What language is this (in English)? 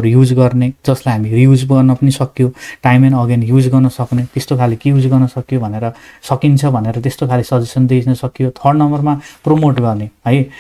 Nepali